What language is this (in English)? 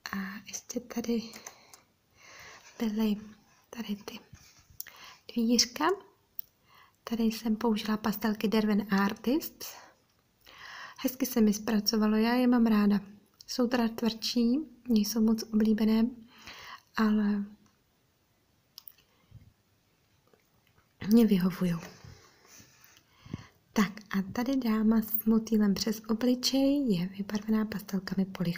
Czech